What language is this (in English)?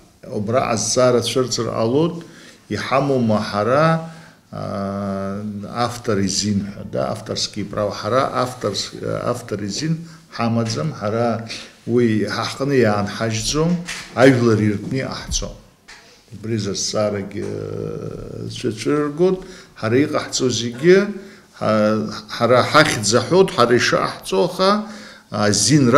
Abkhazian